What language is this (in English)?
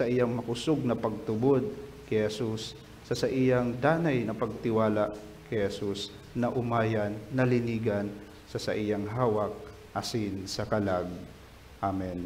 Bikol